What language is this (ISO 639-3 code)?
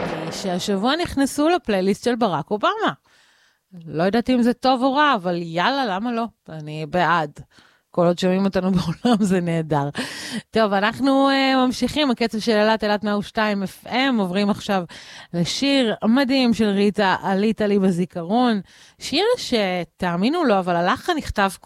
heb